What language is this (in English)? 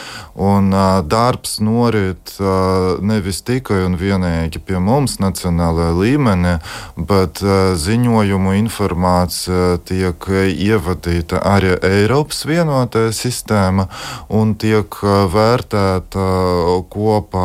Latvian